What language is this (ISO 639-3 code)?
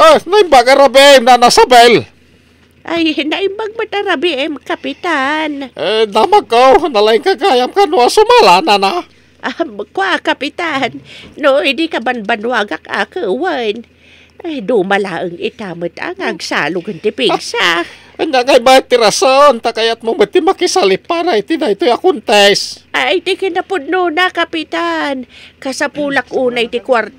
ilo